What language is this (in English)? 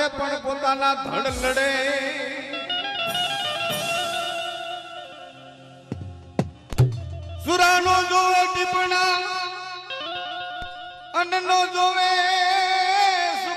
Gujarati